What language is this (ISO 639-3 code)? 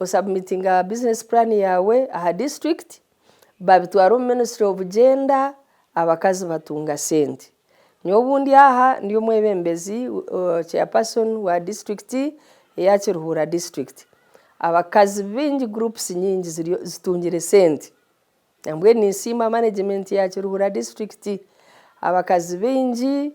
nyn